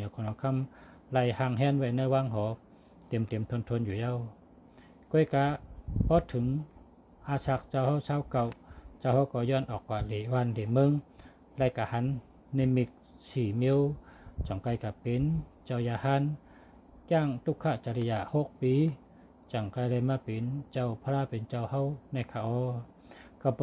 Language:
Shan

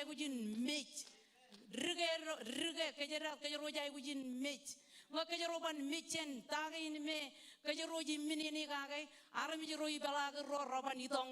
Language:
Marshallese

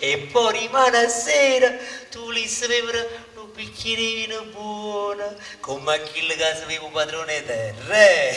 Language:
Neapolitan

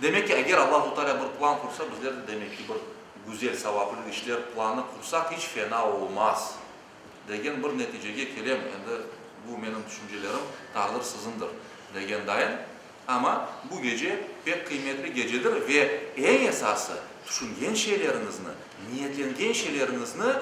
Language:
Crimean Tatar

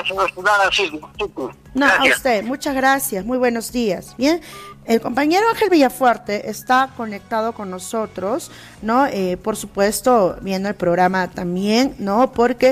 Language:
Spanish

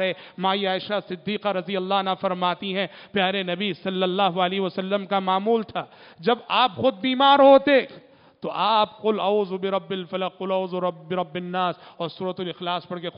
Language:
Urdu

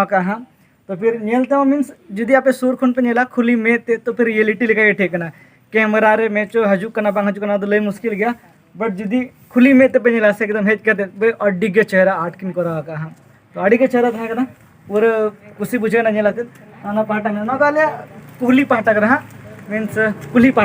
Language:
Santali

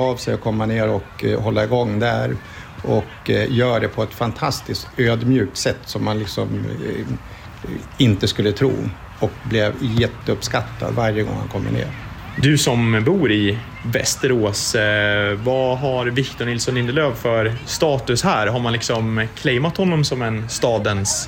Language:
Swedish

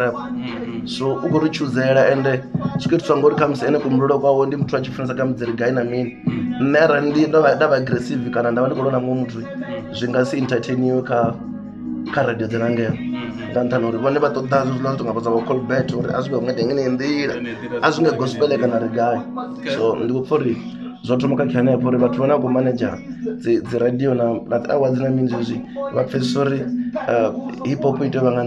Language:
Venda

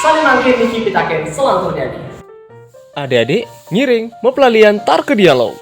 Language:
Balinese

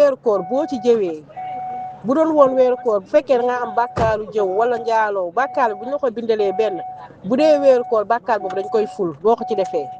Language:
Wolof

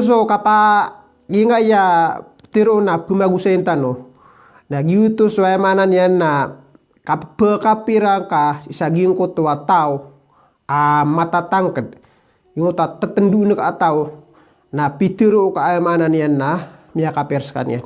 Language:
Maranao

